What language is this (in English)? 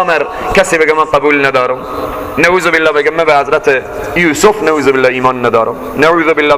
Persian